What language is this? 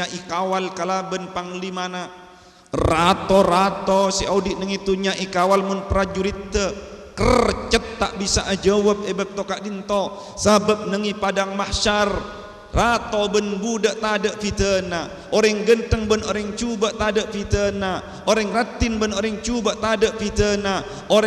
Madurese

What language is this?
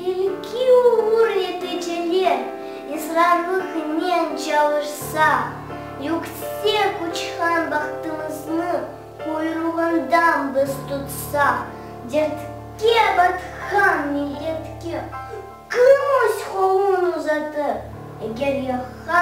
Crimean Tatar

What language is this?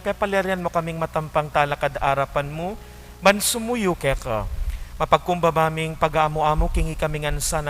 Pampanga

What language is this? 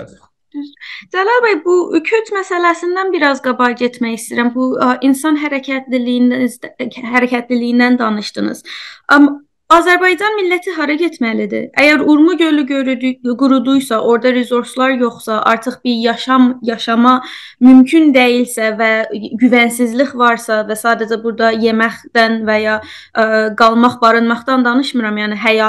South Azerbaijani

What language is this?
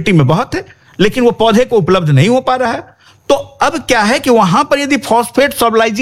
Hindi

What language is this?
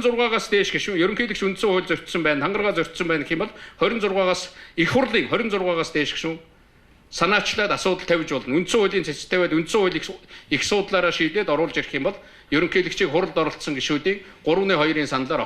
Mongolian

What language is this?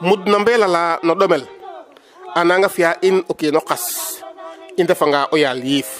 Serer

